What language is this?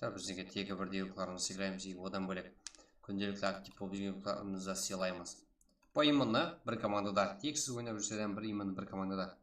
Kara-Kalpak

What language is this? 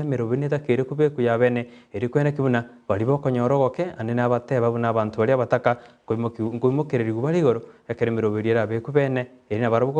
Gusii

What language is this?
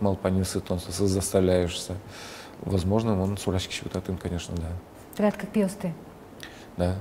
Udmurt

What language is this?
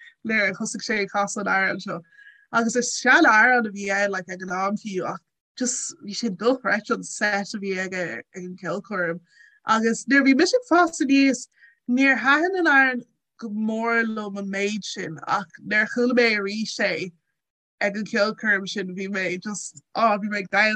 Irish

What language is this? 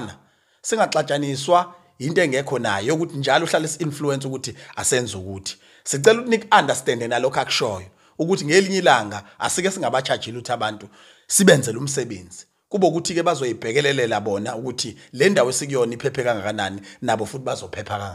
Zulu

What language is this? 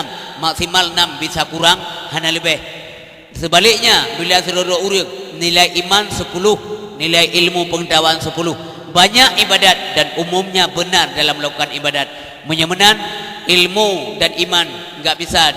Achinese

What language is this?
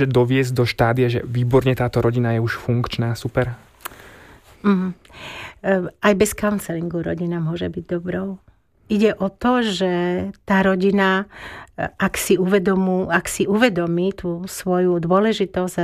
Slovak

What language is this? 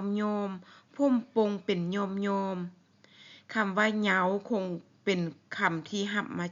Lao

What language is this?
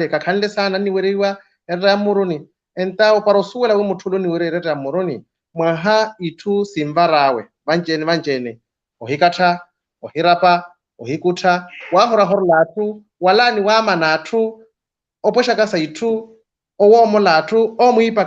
Makhuwa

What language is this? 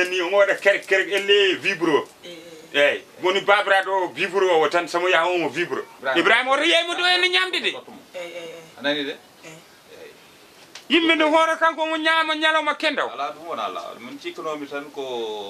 Fula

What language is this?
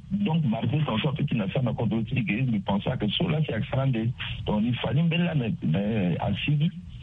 Sango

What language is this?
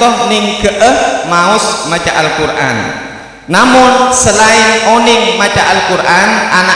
Madurese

